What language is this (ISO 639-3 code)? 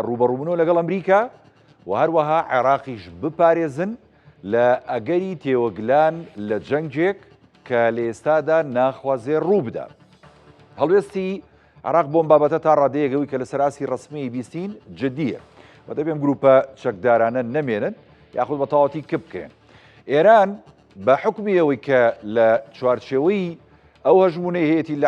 ckb